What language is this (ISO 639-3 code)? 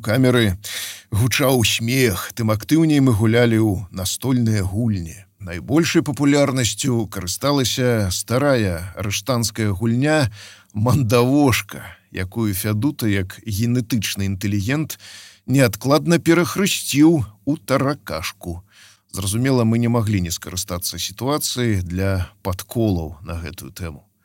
bel